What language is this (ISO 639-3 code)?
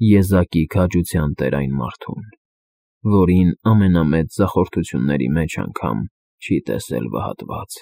hye